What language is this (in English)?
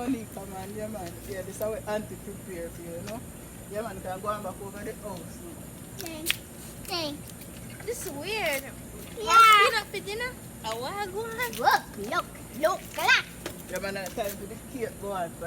Jamaican Creole English